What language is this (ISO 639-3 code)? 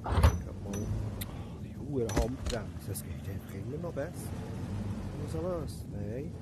gsw